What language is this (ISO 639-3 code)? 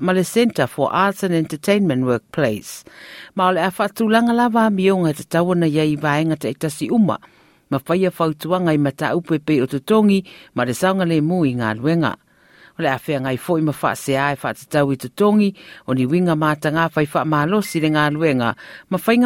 smo